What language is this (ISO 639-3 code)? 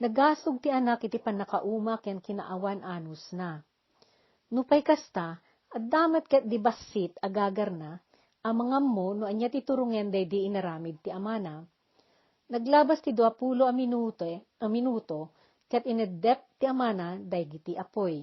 ilo